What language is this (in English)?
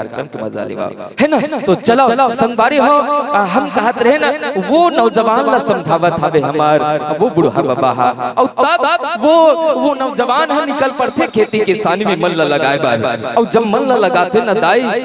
Chhattisgarhi